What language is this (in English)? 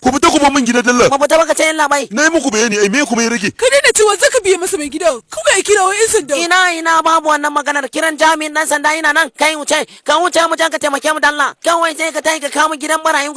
Hausa